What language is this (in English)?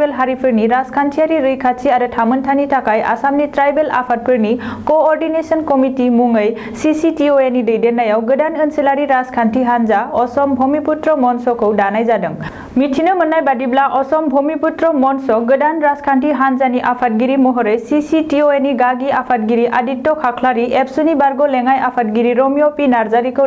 Bodo